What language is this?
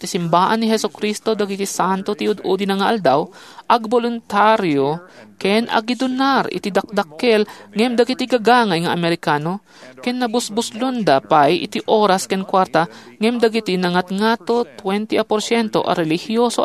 Iloko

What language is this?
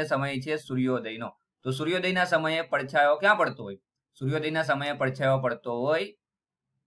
Gujarati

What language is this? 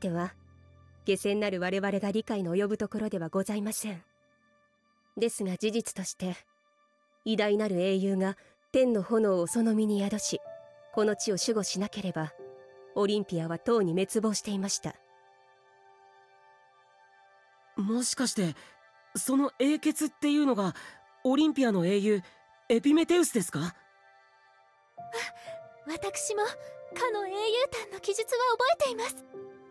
Japanese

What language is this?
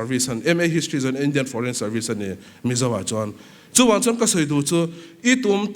Mizo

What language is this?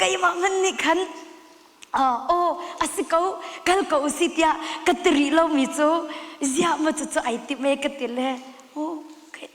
Hakha Chin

